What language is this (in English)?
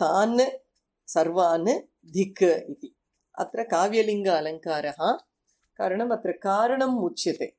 Sanskrit